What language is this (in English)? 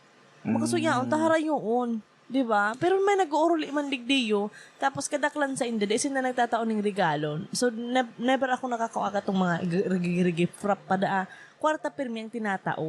Bikol